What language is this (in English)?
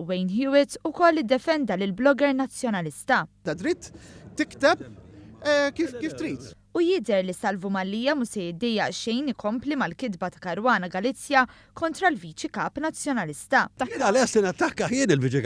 Maltese